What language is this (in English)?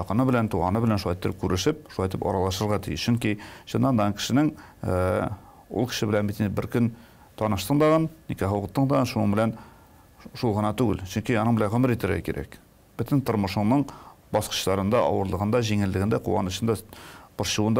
Tatar